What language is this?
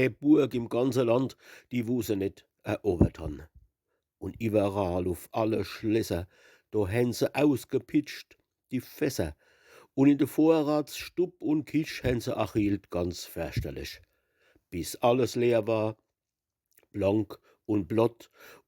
Palatine German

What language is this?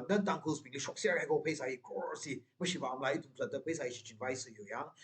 Tangkhul Naga (India)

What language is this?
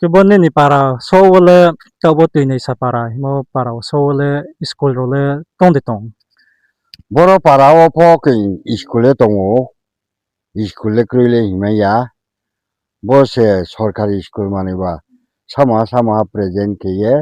Riang (India)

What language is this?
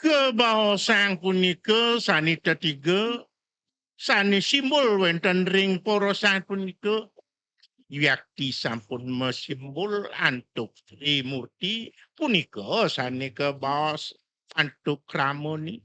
Balinese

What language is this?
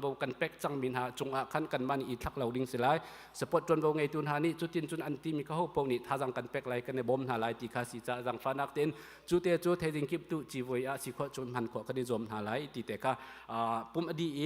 Hakha Chin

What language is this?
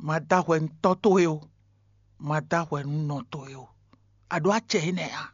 Fon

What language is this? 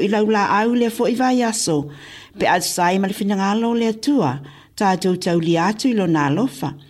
Samoan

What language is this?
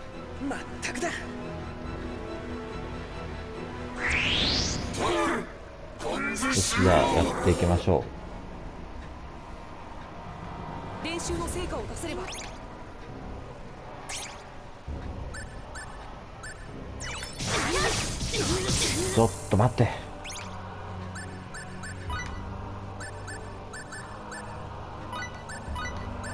Japanese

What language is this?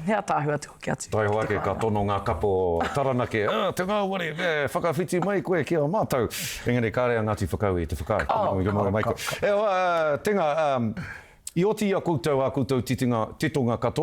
Māori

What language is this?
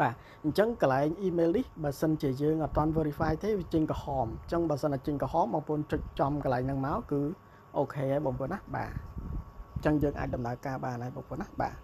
Khmer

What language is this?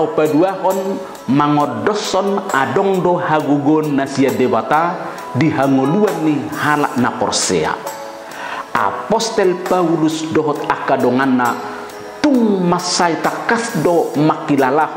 Batak Toba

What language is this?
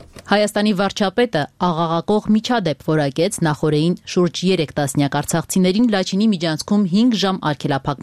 Armenian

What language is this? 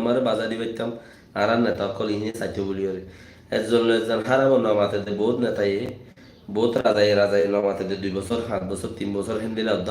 Rohingya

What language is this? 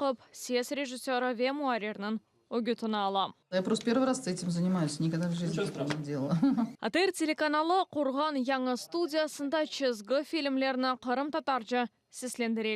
Crimean Tatar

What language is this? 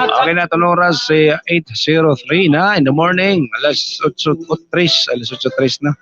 Waray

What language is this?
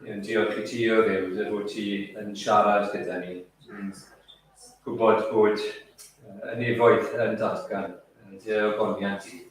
Welsh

